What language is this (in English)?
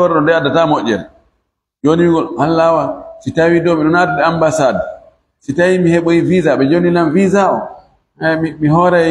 Fula